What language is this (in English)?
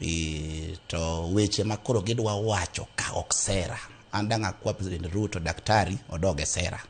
Luo (Kenya and Tanzania)